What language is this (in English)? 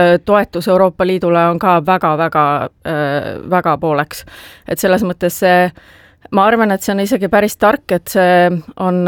Estonian